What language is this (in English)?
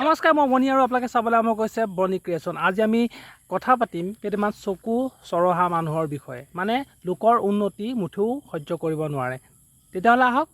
Assamese